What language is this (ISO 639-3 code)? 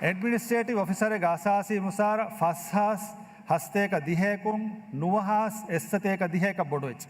div